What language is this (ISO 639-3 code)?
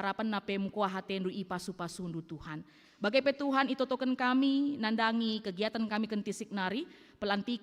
btx